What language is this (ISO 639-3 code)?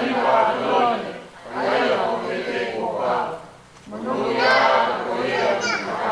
ton